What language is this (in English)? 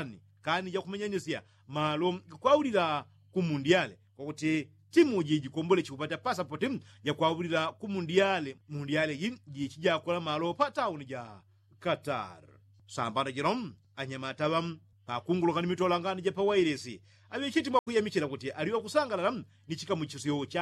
Yao